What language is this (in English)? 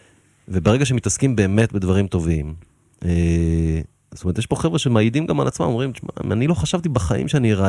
Hebrew